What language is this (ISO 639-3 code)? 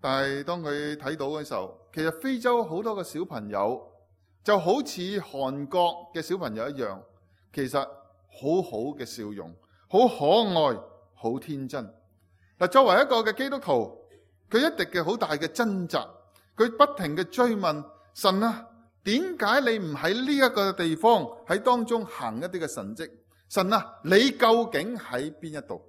yue